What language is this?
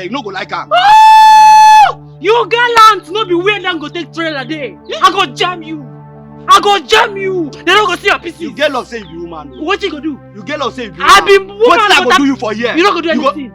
Nigerian Pidgin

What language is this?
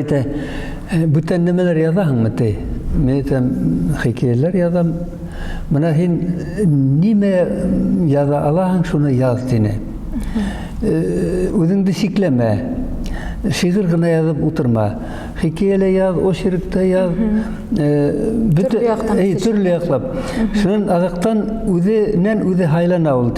Bashkir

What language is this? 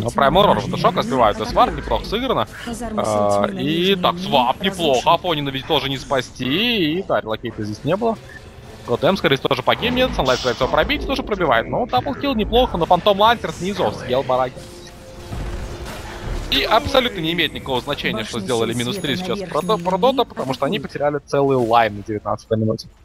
Russian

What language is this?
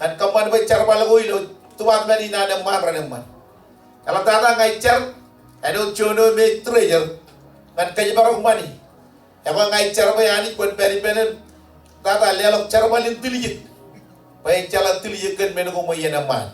Marshallese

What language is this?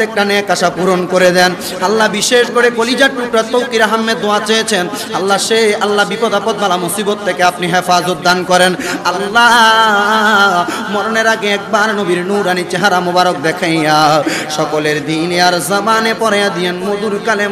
Bangla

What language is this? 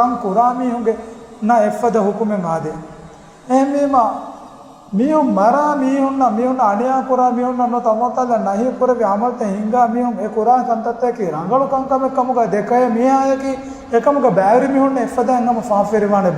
Divehi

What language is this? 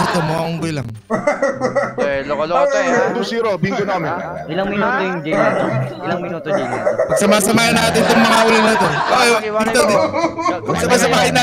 Filipino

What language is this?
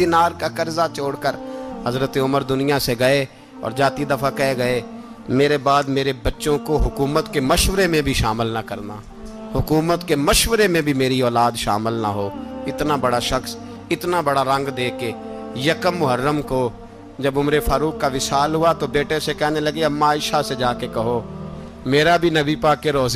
Urdu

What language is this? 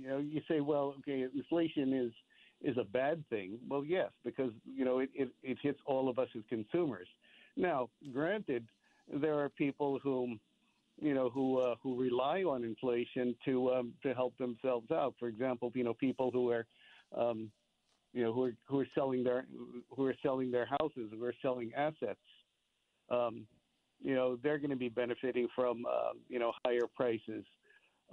English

